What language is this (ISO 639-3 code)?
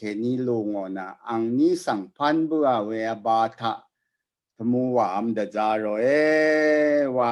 raw